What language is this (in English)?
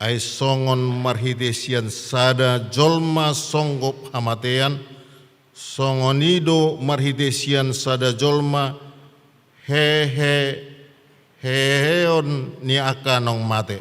Batak Toba